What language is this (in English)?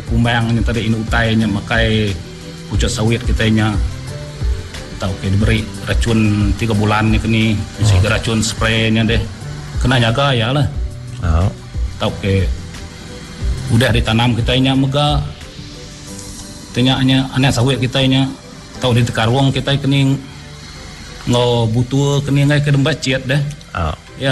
Malay